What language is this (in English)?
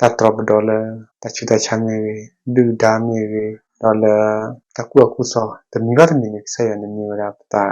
S'gaw Karen